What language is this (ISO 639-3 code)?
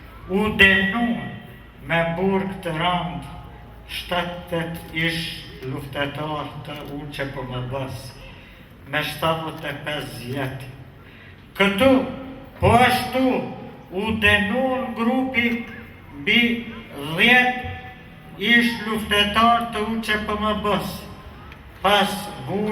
sqi